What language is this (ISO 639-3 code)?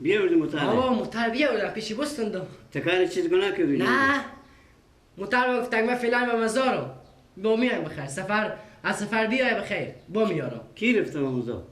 fas